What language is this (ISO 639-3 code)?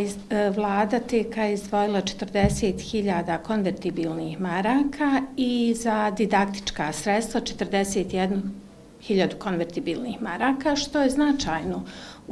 bos